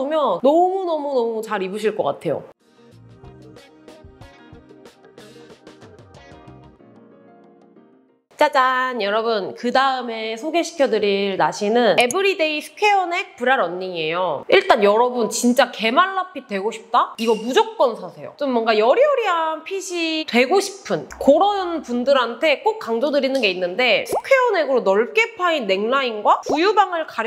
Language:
Korean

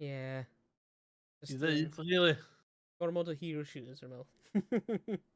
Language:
Welsh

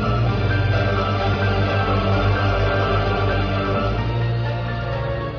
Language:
Spanish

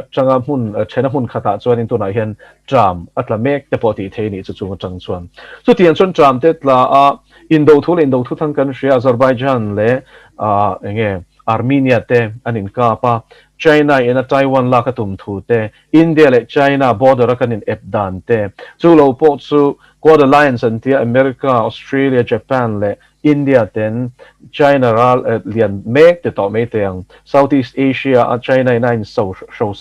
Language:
Mizo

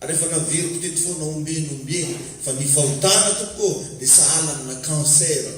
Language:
Malagasy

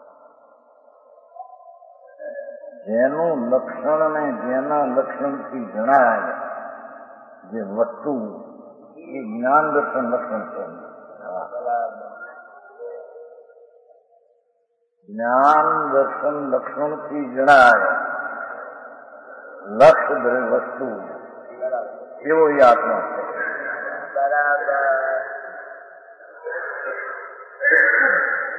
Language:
Gujarati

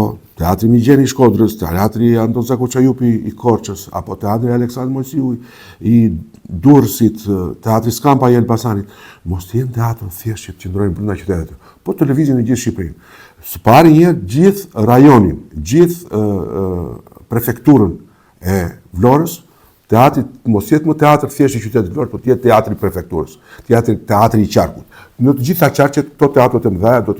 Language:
Albanian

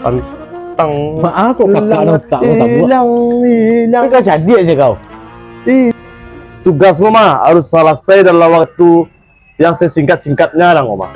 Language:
Minangkabau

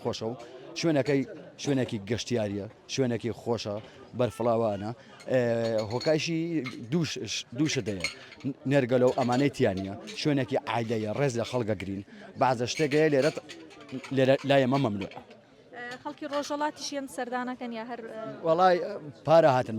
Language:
Central Kurdish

